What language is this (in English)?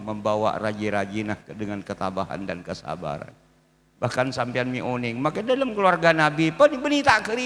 Madurese